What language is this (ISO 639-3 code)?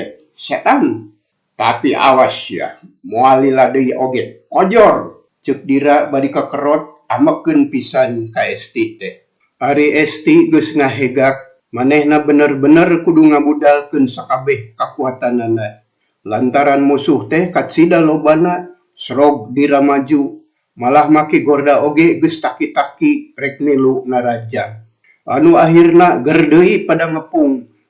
sun